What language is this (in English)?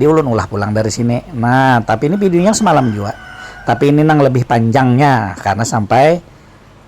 Banjar